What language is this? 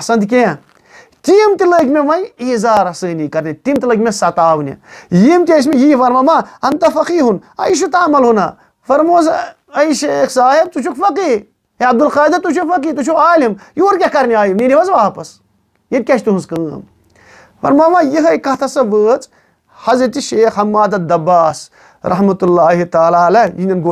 Kashmiri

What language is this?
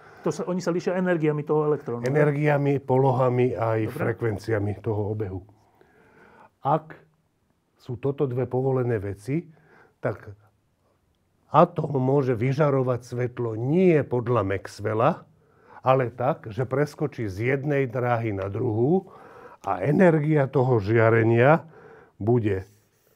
Slovak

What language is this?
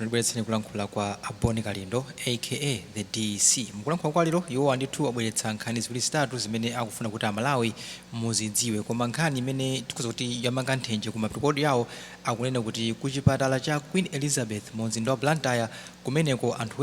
Nyanja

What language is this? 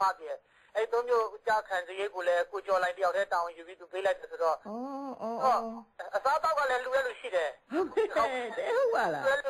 Burmese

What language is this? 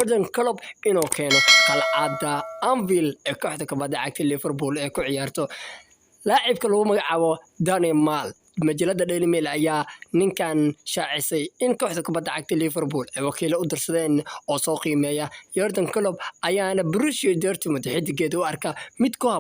Somali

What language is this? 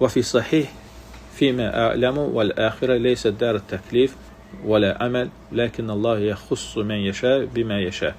Azerbaijani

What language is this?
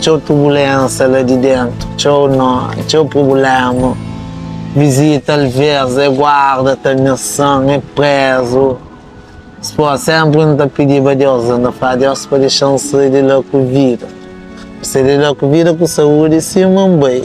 Kabuverdianu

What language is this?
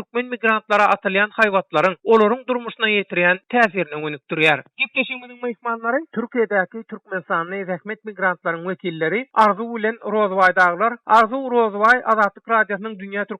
Turkmen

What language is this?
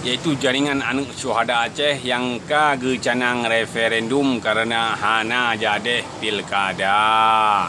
Achinese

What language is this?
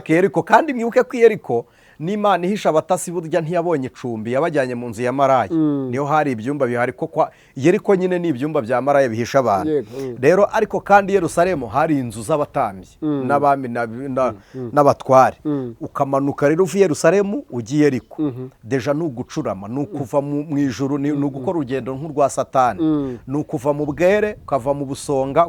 Kinyarwanda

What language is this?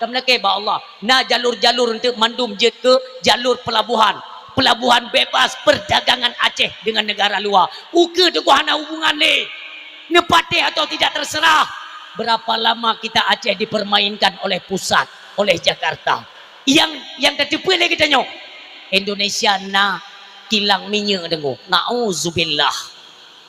Achinese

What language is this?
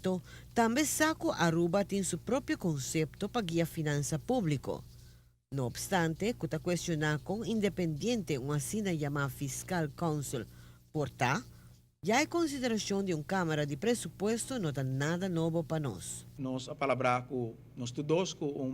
Papiamento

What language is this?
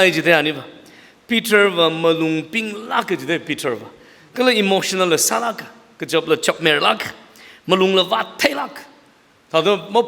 Tangkhul Naga (India)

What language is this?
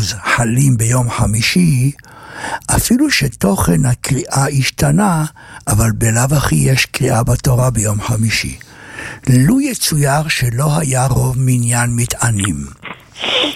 Hebrew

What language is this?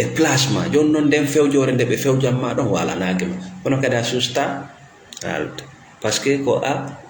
Fula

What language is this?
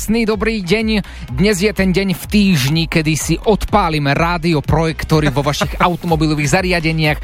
Slovak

